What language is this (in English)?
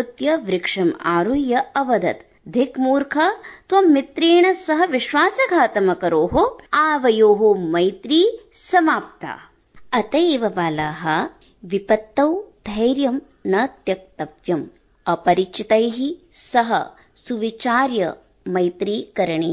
Sanskrit